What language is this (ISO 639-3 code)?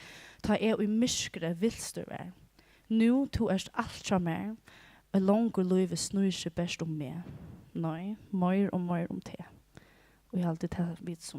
fao